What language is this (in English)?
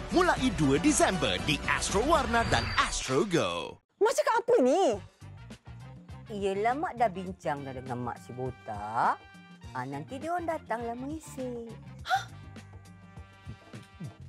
Malay